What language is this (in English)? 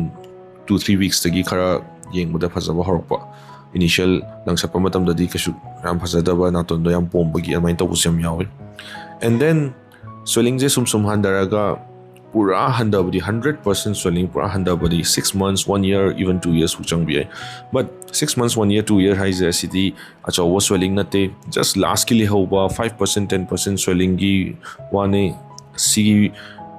Manipuri